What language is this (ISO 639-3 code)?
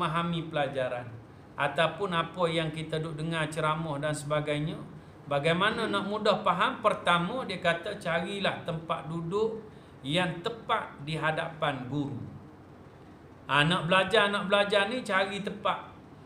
msa